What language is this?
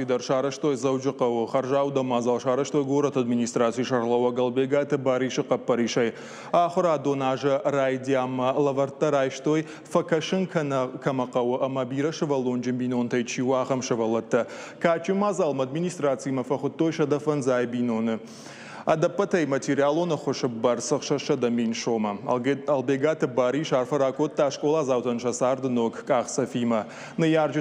Ossetic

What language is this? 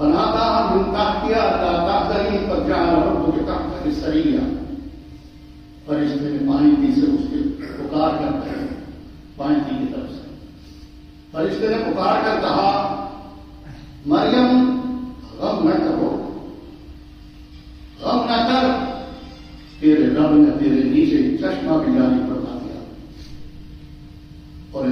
Urdu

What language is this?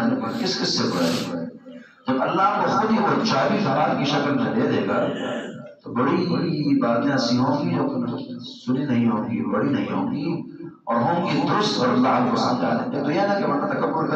Urdu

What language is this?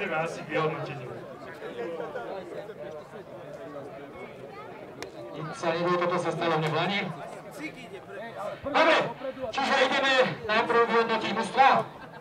Slovak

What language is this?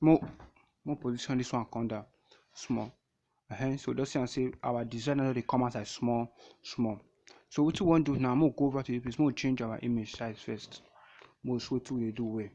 Nigerian Pidgin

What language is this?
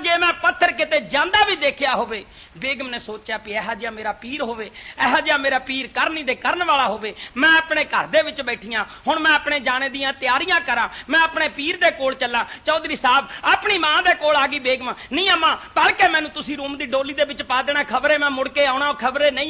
Punjabi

